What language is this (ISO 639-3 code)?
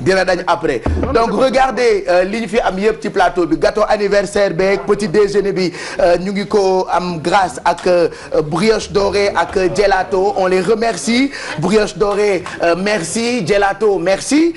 wol